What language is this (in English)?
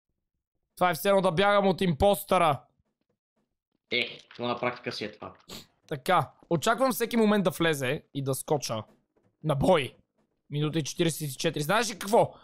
Bulgarian